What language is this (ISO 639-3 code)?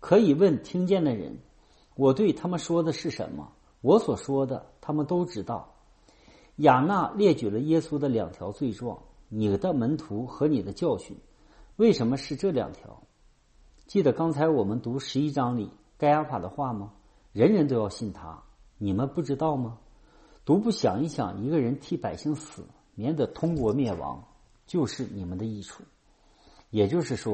zho